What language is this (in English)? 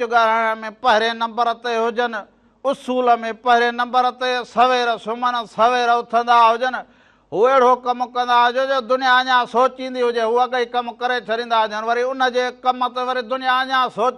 Sindhi